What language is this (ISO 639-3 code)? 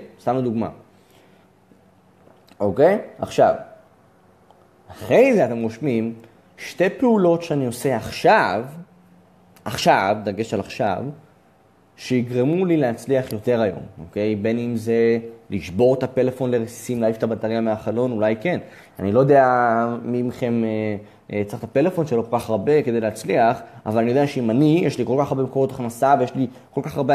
heb